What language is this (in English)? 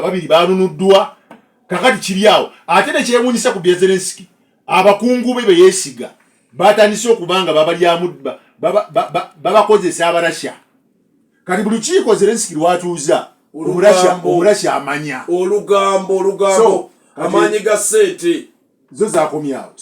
Ganda